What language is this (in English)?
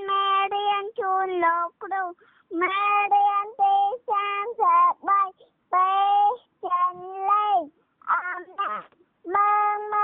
Khmer